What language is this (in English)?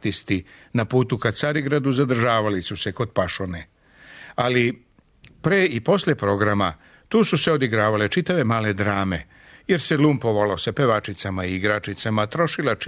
Serbian